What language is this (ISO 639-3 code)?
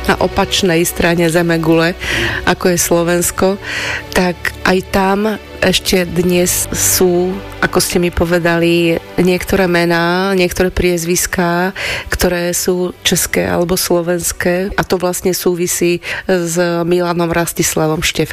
slk